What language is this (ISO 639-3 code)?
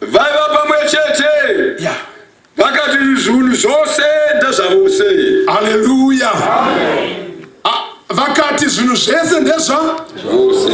sna